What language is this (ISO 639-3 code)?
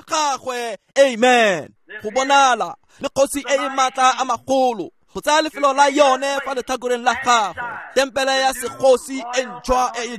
tsn